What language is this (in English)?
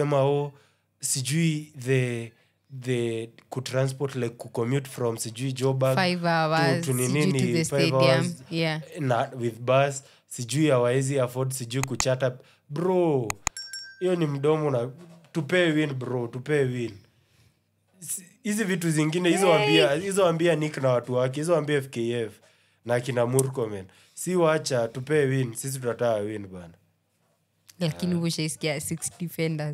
Swahili